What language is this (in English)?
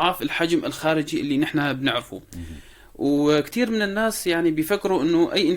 North Levantine Arabic